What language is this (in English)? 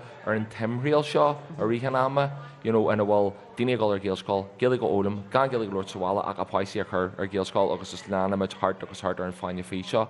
Irish